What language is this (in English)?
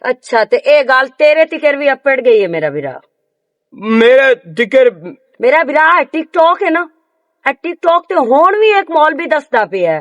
Western Panjabi